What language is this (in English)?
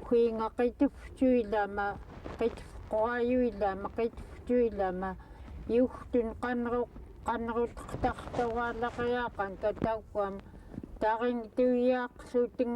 Central Yupik